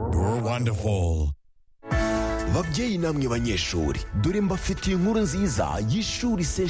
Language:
Kinyarwanda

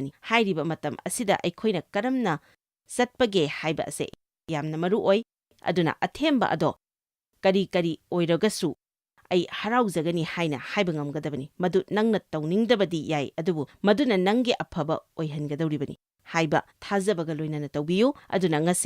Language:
Manipuri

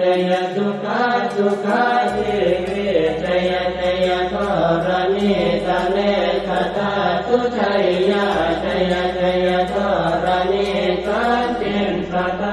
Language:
Pali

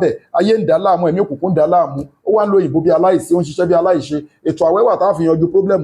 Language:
Yoruba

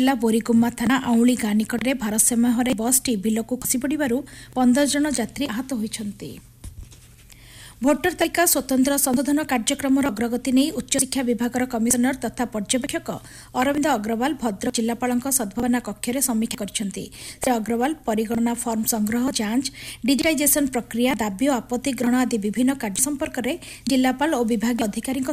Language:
Odia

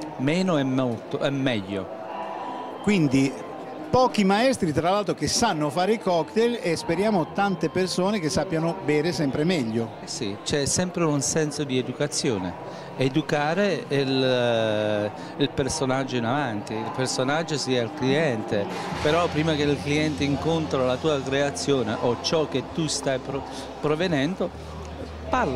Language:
Italian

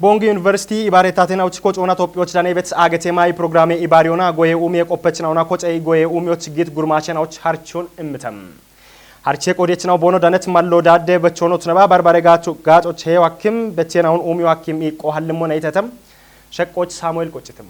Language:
Kafa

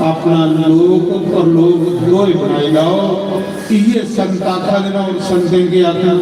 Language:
Dogri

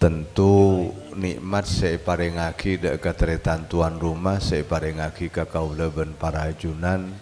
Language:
Madurese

